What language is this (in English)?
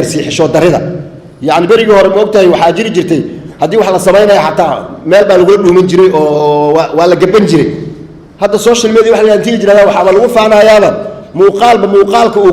Somali